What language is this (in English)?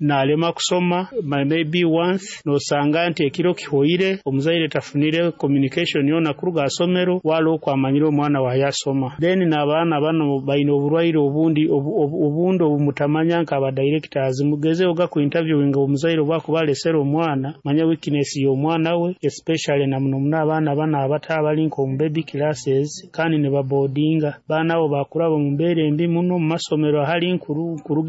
Nyoro